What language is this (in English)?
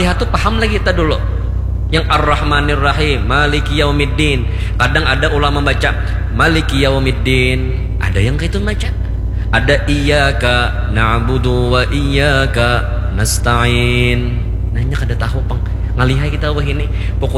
Banjar